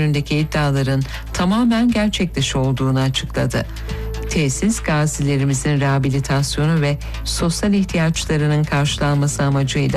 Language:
Turkish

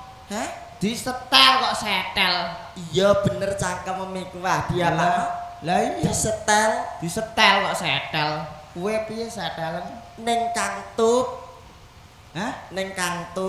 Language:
Javanese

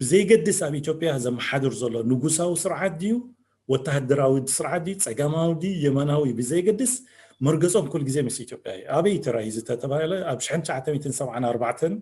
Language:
Tigrinya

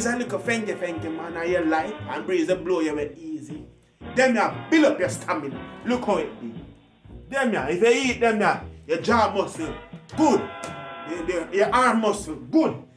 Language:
Jamaican Creole English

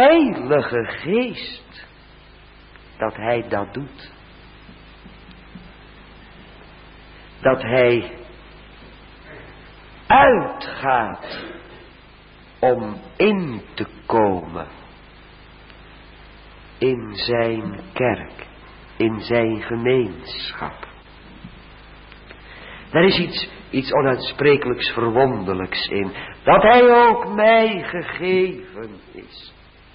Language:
Dutch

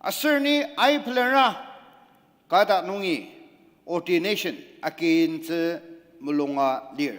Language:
Ao Naga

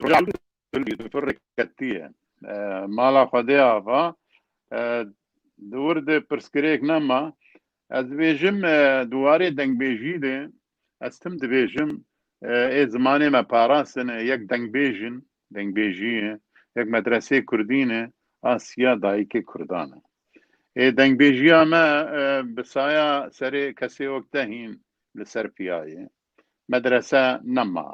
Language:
Kurdish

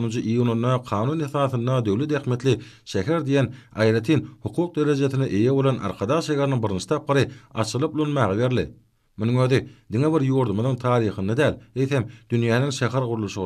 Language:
Turkmen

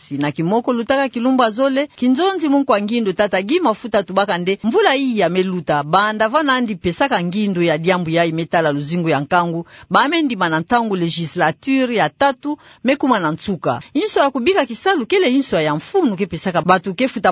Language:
Kituba (Democratic Republic of Congo)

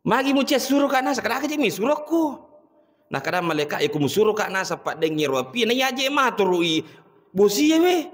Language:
Buginese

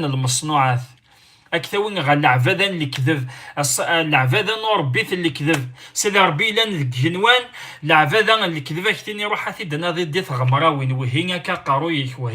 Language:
Kabyle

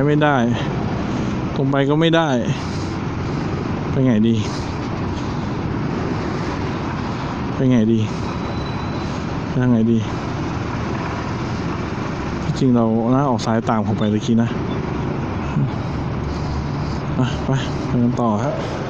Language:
Thai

